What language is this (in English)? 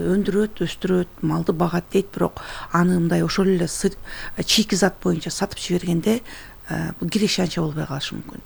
Kyrgyz